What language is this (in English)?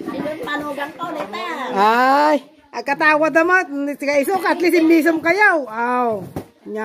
Iloko